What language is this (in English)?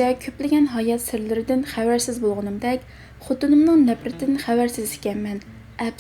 Uyghur